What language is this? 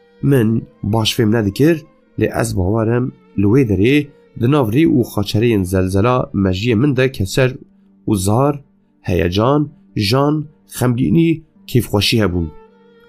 Kurdish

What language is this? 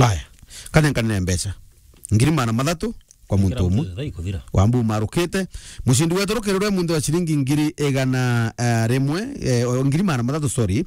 Meru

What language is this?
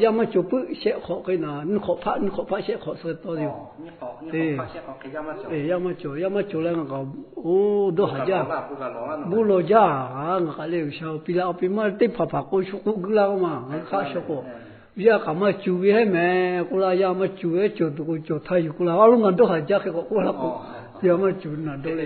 Lahu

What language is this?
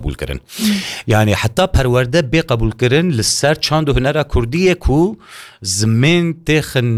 Kurdish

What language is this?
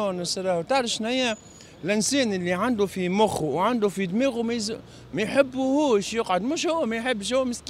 Tunisian Arabic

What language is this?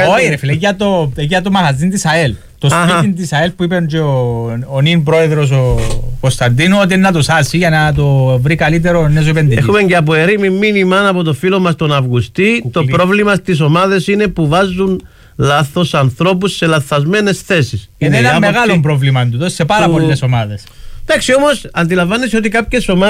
Greek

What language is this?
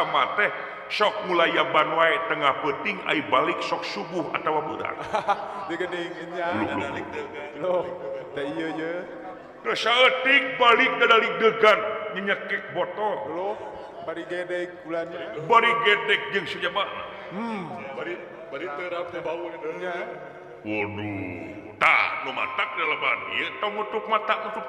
Sundanese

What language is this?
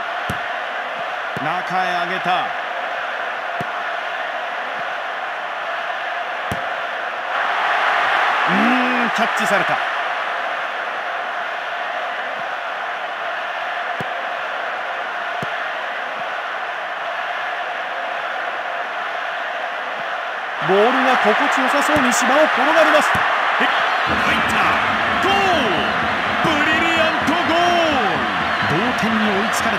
Japanese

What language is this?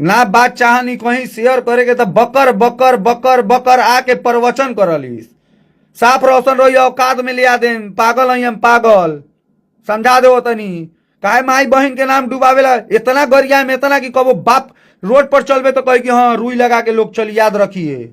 Bhojpuri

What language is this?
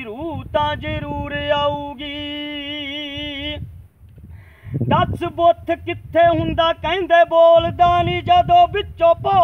Punjabi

